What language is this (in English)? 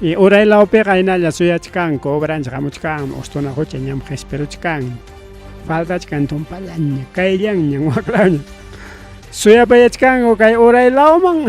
Ayacucho Quechua